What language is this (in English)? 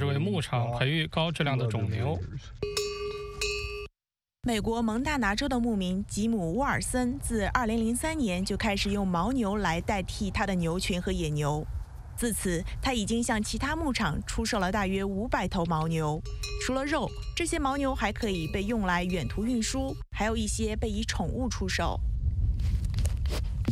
Chinese